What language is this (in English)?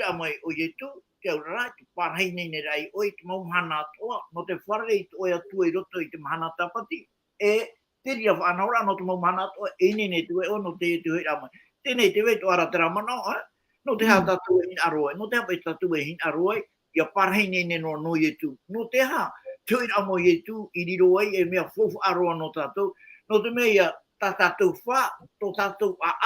Tahitian